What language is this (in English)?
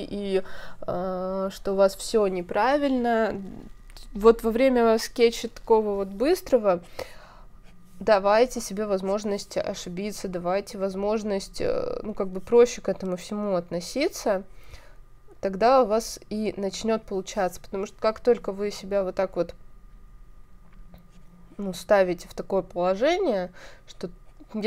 Russian